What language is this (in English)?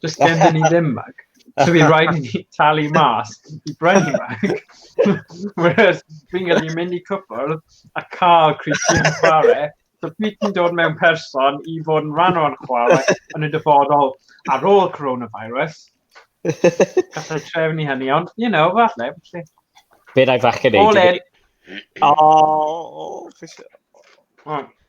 Welsh